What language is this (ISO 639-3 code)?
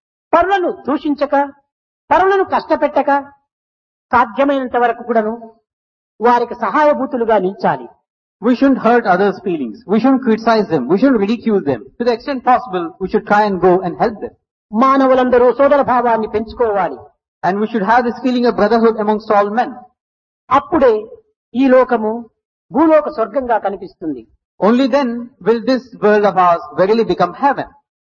tel